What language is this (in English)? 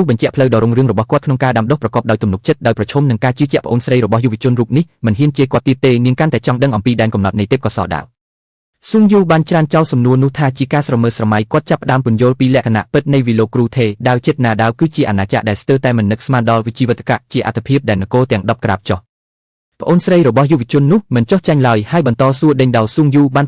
Khmer